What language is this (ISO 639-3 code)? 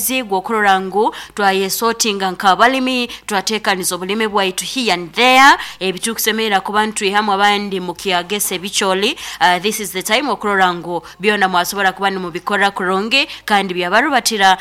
nyo